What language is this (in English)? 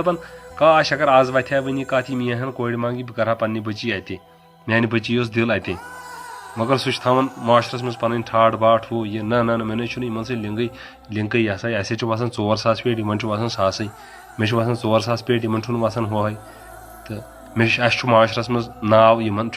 Kashmiri